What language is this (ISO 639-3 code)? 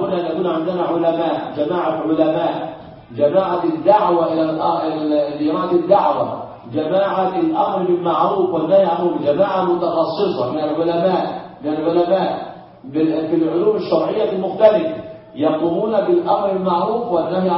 ara